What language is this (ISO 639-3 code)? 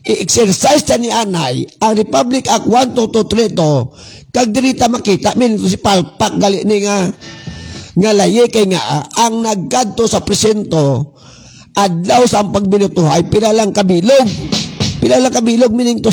hil